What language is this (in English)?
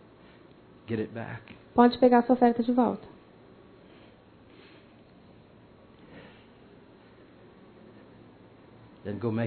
Portuguese